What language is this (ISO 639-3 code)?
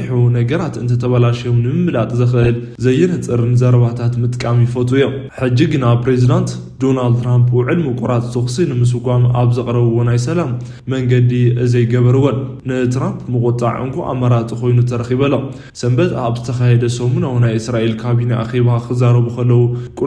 tir